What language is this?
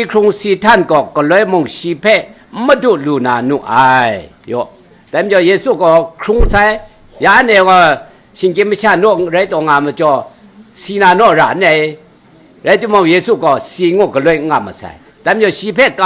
Kachin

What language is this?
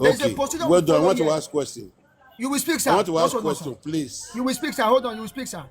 Nigerian Pidgin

